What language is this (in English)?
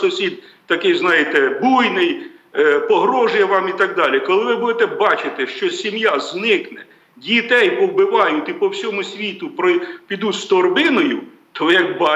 Ukrainian